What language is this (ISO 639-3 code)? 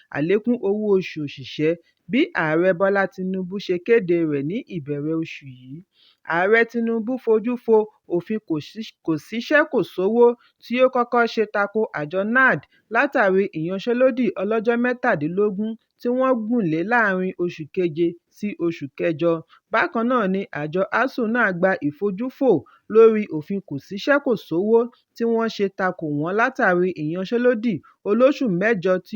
yor